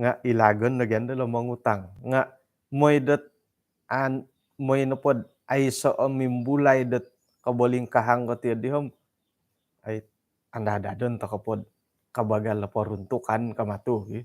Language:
Central Dusun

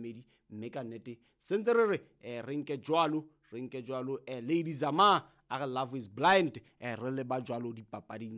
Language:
Southern Sotho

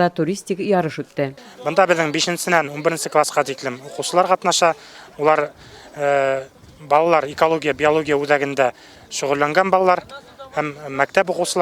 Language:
Bashkir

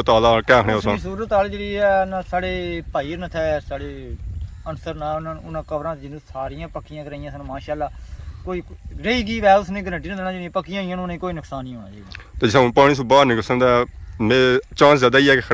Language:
Pahari-Potwari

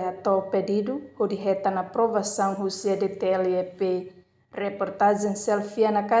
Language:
Tetum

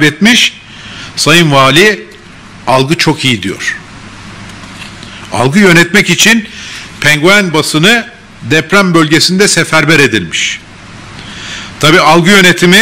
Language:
Turkish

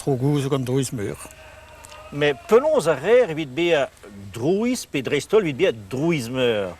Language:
Breton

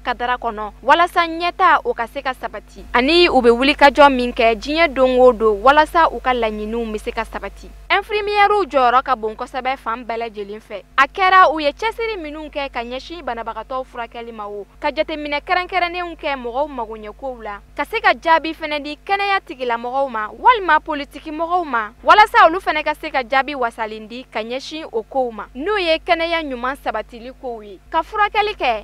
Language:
Bambara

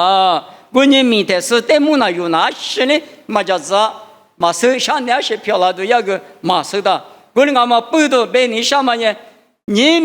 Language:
Lisu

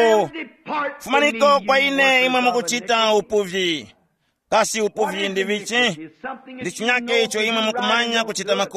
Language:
Tumbuka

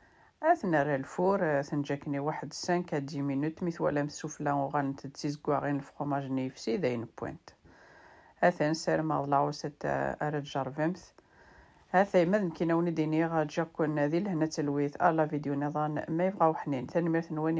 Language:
Kabyle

